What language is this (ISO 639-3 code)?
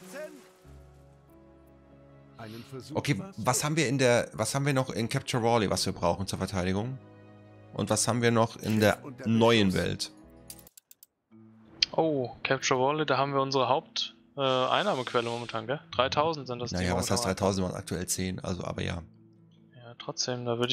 deu